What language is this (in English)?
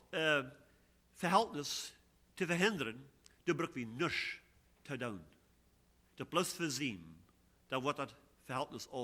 Plautdietsch